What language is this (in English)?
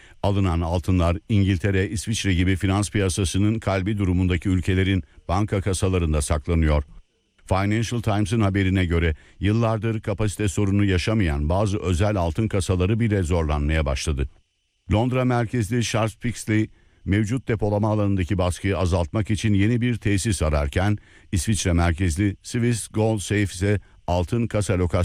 Turkish